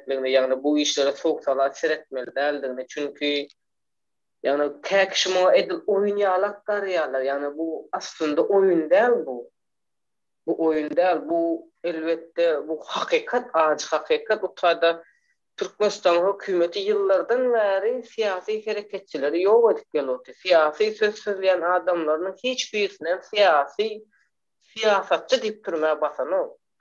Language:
Turkmen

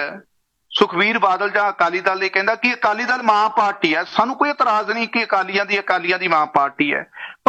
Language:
Punjabi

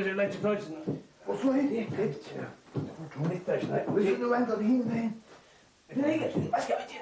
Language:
Faroese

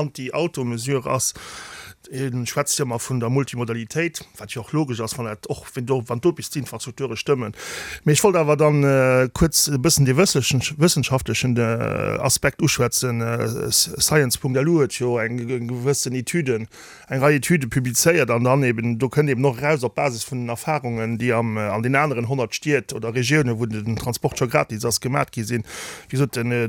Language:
Luxembourgish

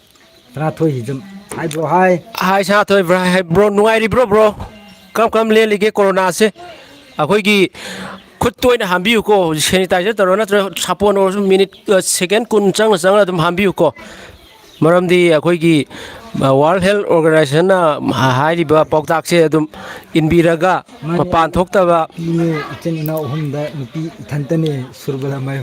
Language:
Manipuri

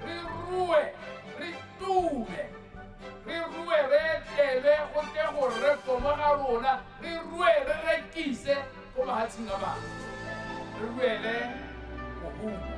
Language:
Tswana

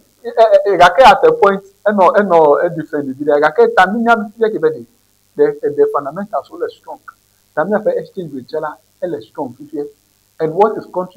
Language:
Ewe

